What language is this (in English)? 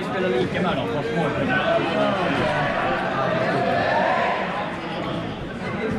Swedish